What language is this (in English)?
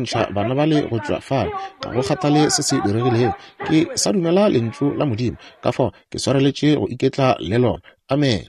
Northern Sotho